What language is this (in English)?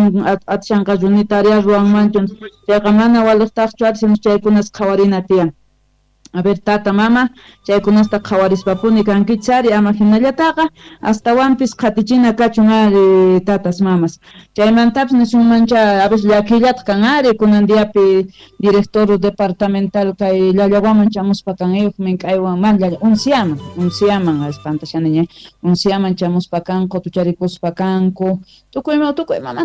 South Bolivian Quechua